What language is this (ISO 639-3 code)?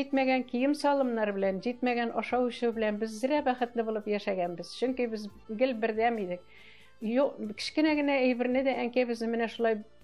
tat